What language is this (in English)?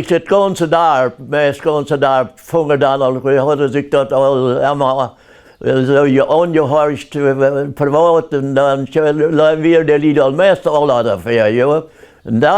Plautdietsch